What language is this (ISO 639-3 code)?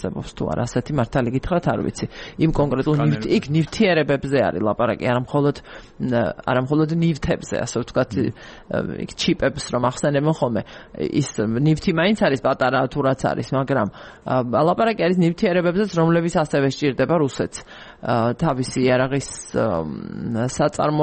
kat